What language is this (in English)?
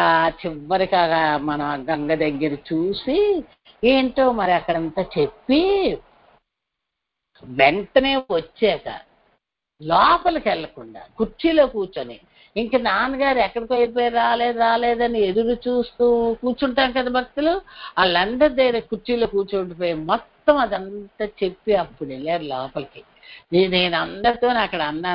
Telugu